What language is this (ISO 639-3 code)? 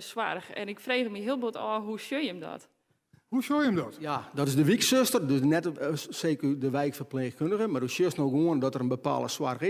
fry